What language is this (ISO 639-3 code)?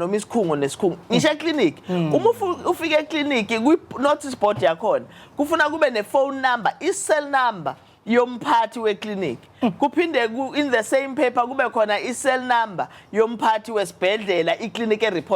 zul